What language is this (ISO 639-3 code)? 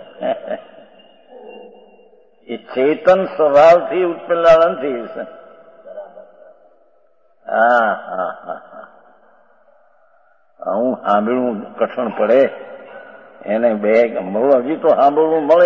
guj